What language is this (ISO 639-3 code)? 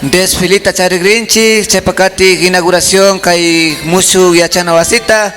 qvi